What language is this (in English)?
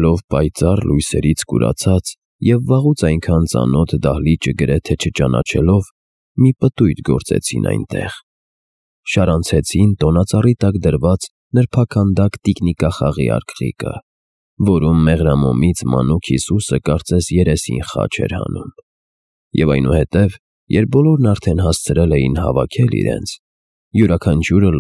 Armenian